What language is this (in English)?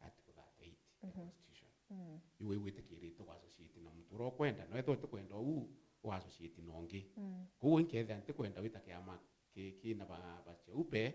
Meru